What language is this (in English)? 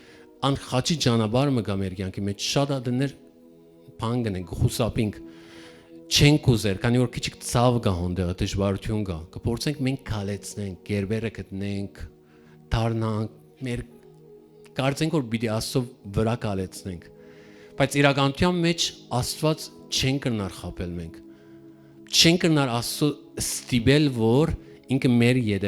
Western Armenian